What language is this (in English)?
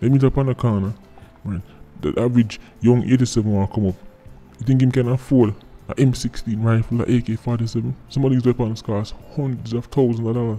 Jamaican Creole English